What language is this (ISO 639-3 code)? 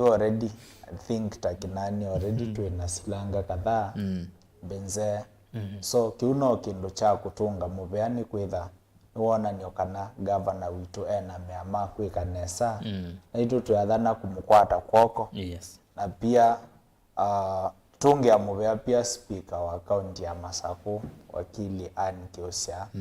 kam